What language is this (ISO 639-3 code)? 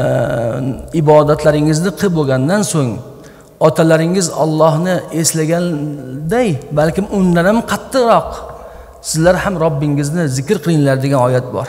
uzb